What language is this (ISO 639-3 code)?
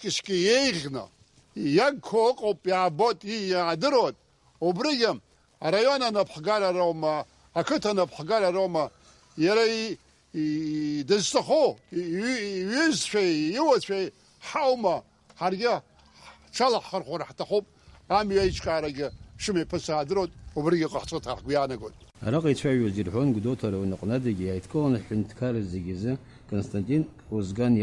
abk